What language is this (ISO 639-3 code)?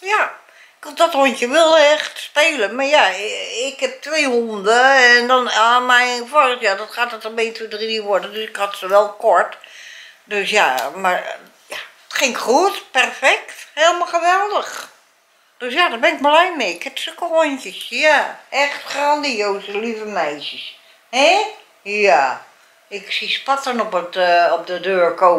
nld